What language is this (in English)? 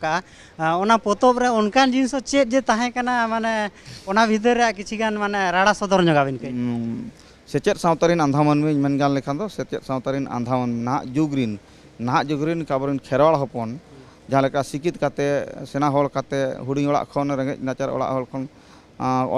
Santali